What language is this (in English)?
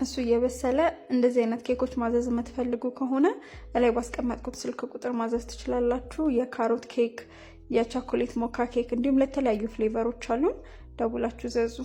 Amharic